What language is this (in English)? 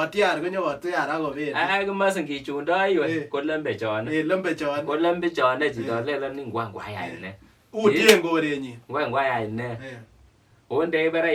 Kalenjin